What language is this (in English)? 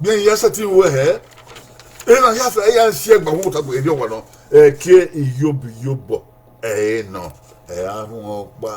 Bini